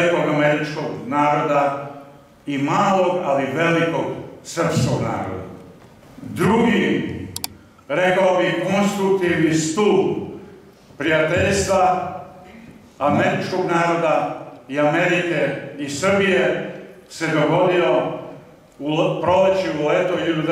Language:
Serbian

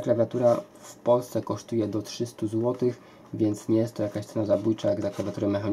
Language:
Polish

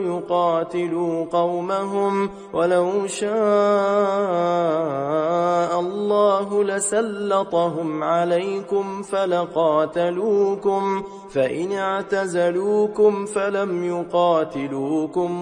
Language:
Arabic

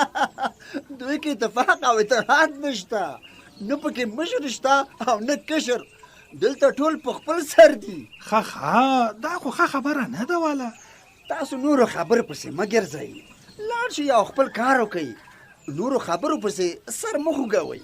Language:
Pashto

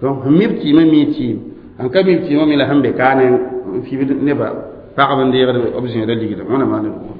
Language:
Mossi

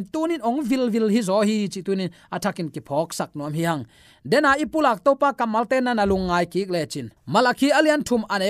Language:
Tedim Chin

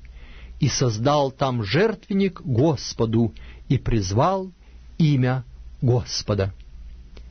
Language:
Russian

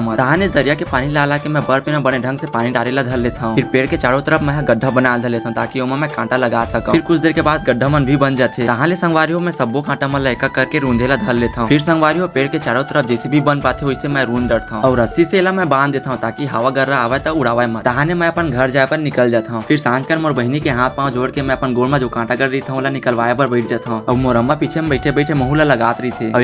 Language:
Chhattisgarhi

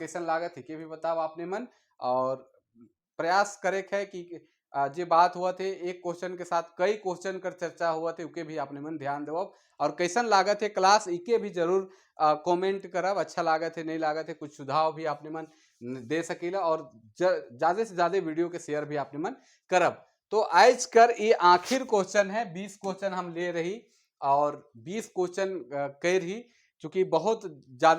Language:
Sadri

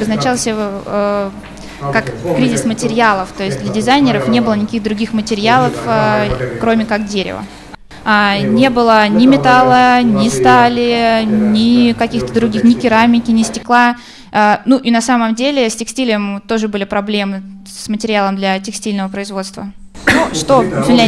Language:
Russian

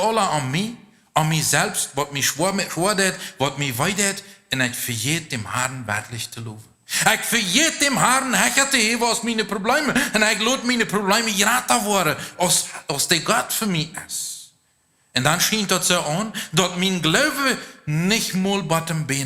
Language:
Plautdietsch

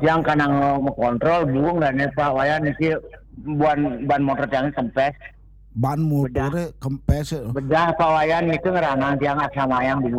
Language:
Balinese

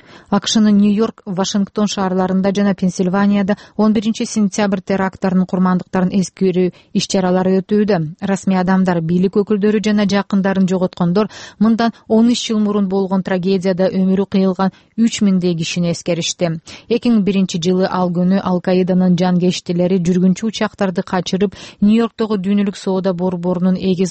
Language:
Kyrgyz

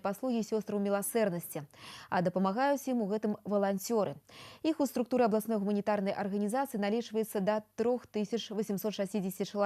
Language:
Belarusian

